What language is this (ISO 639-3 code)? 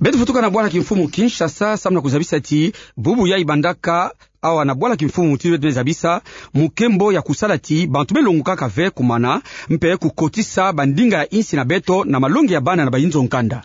ktu